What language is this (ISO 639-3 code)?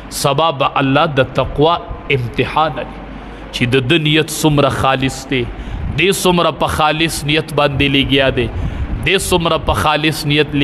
pus